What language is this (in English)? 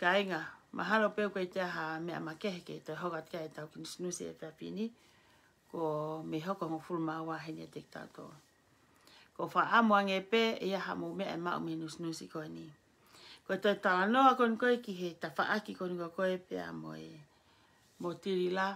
Tongan